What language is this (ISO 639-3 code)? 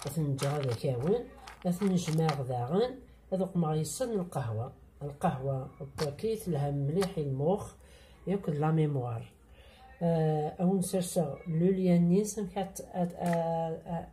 kab